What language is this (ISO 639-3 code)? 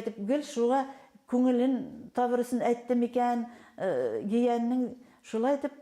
bak